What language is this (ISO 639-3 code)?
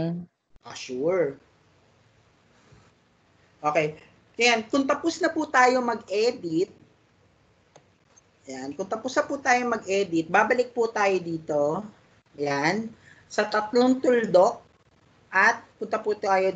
fil